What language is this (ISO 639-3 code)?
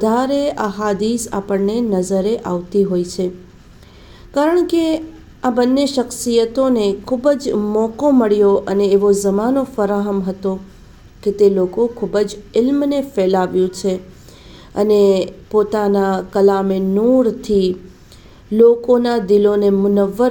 guj